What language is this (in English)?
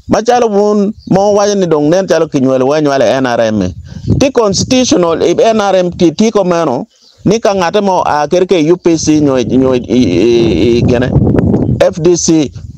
Acoli